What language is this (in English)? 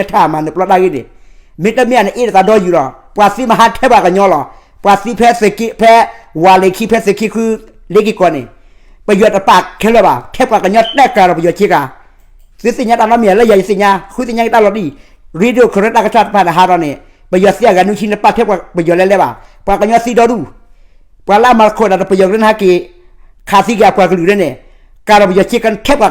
S'gaw Karen